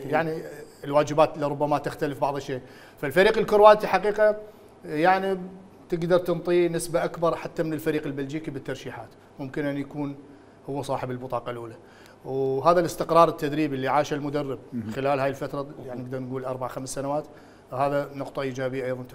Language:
Mesopotamian Arabic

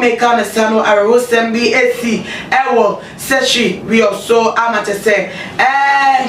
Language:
Akan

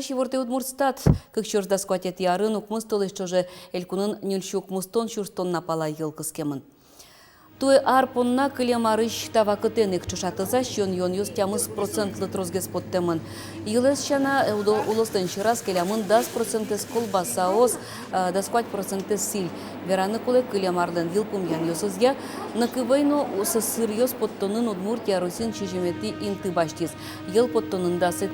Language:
Udmurt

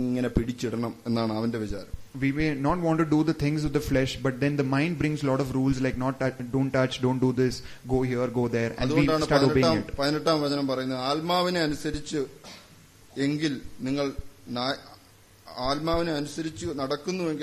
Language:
Malayalam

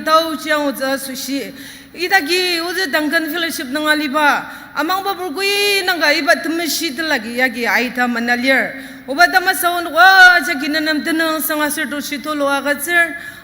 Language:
Ao Naga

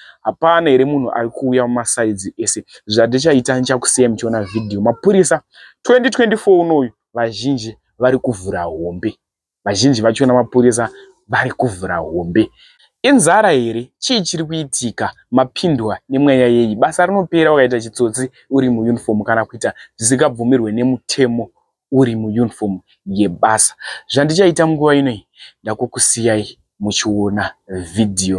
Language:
Shona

